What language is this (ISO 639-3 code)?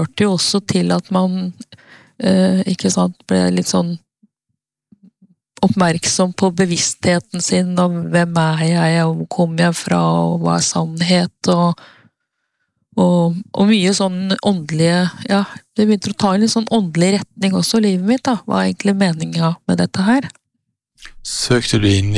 nor